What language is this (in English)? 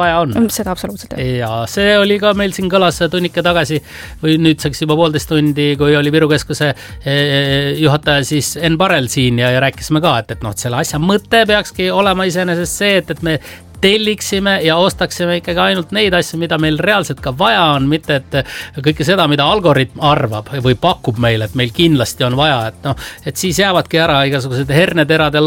Estonian